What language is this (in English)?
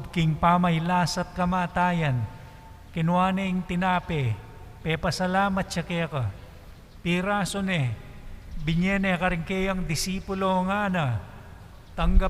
Pampanga